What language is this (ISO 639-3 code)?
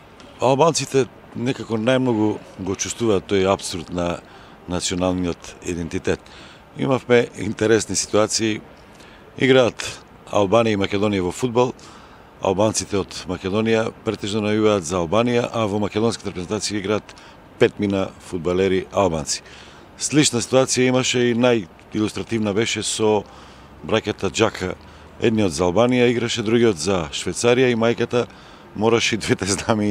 mkd